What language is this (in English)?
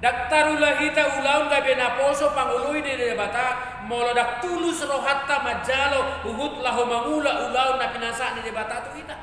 Batak Toba